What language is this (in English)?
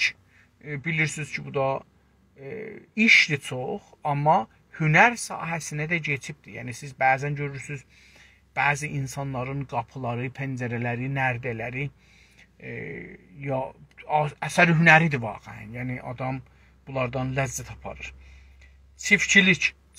South Azerbaijani